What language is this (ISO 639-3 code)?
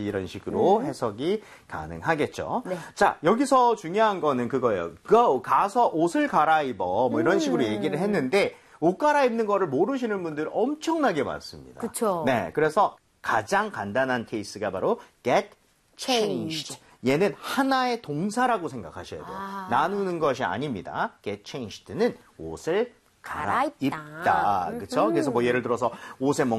kor